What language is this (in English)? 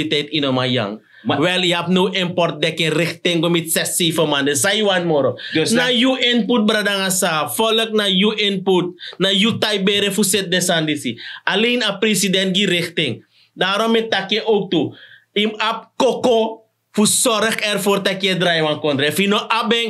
Sranan Tongo